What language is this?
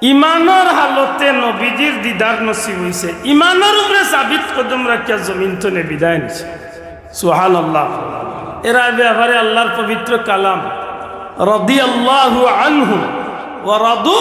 Sylheti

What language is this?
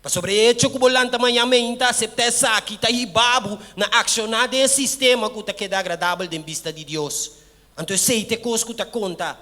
Papiamento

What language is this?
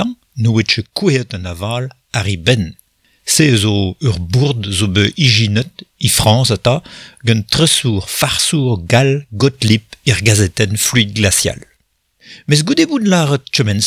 Breton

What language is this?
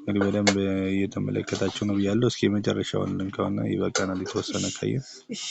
Amharic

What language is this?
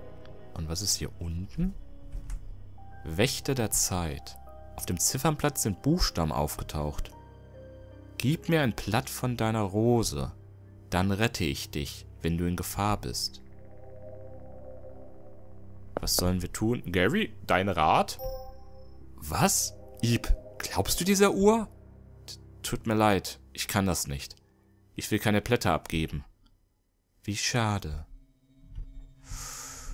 German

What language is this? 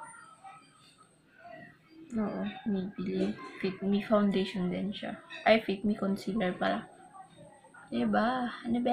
Filipino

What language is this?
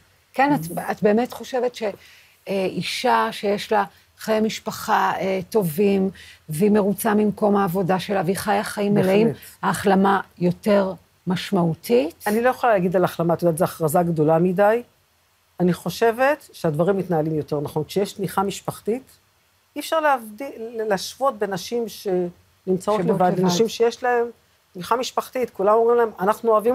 Hebrew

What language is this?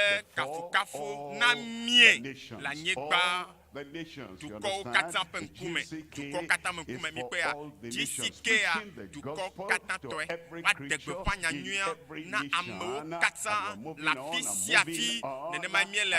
Ewe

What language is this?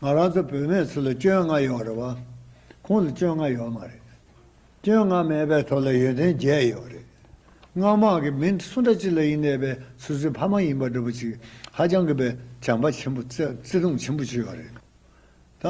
Tibetan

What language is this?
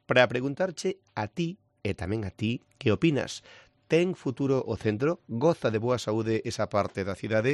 Galician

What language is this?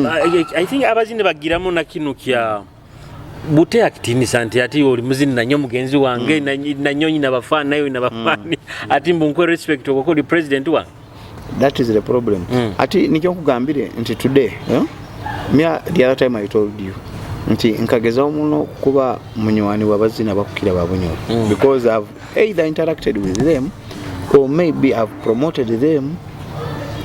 Nyoro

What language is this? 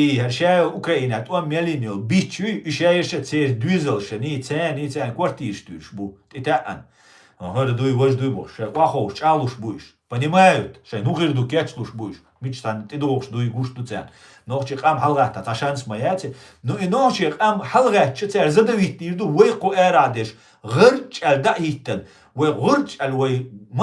Chechen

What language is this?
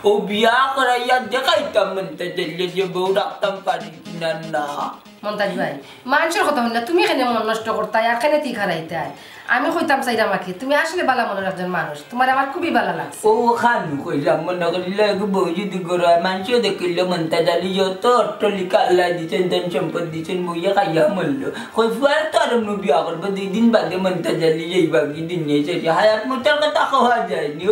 Sylheti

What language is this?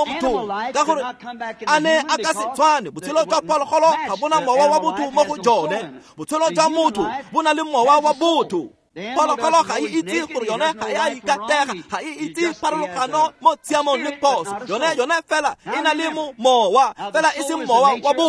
Tswana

